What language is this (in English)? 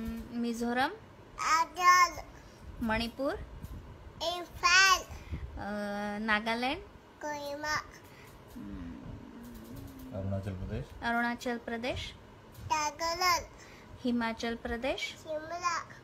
Marathi